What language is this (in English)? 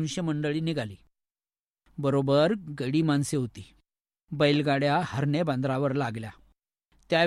Marathi